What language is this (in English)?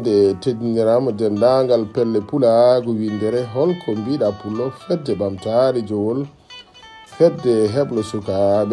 Fula